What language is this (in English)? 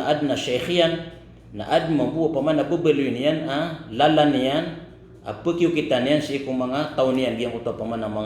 Maranao